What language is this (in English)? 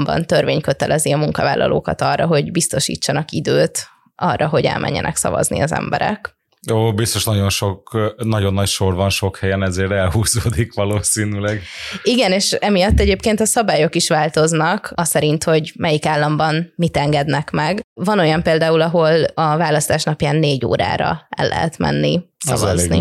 Hungarian